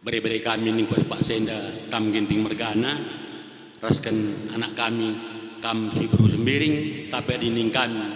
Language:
Batak Karo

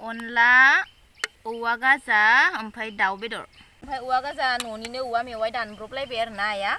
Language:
Bodo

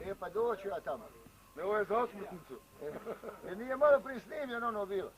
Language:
Croatian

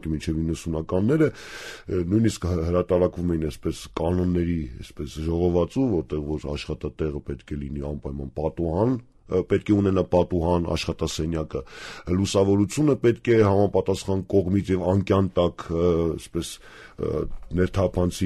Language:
Armenian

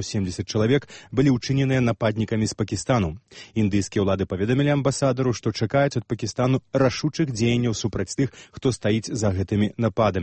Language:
Belarusian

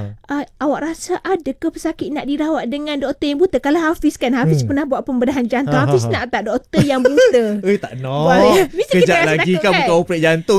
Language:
Malay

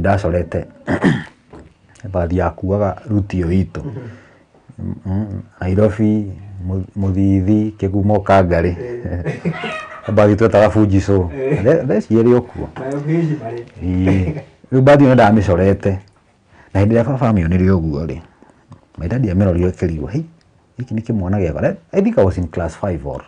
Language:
Kikuyu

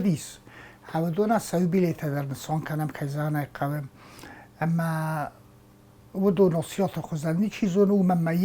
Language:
Ossetic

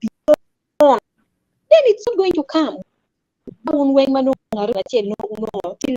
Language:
Acoli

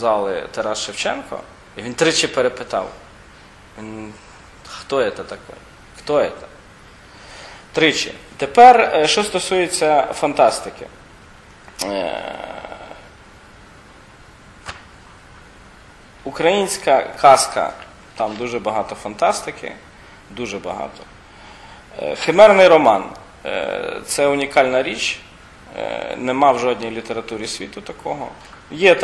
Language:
Ukrainian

